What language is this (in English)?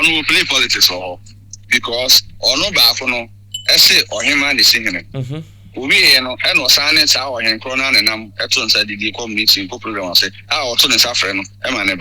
Akan